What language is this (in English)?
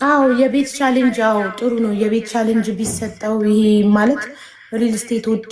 Amharic